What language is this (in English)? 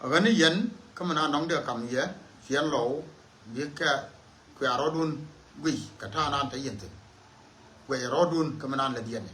Nuer